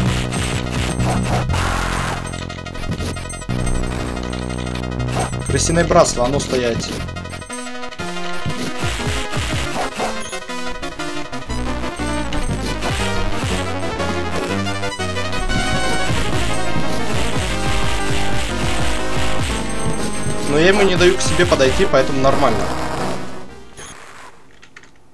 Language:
Russian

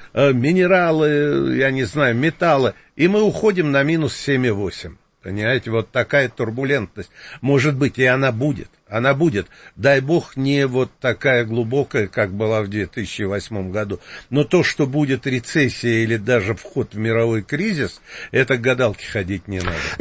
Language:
Russian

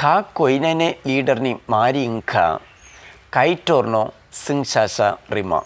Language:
Kok Borok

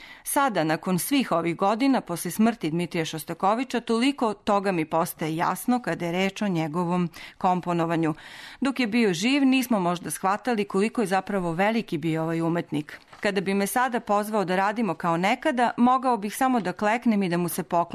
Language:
Serbian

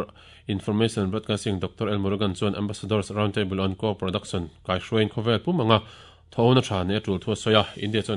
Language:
Mizo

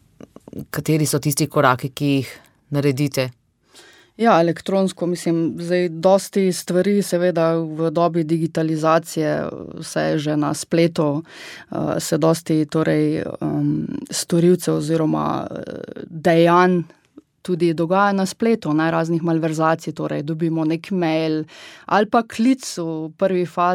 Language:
Slovenian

